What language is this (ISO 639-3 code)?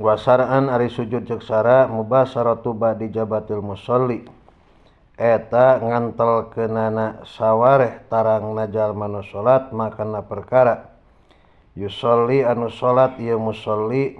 sun